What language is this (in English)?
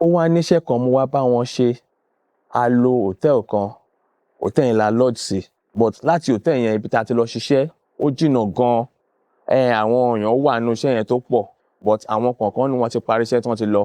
Yoruba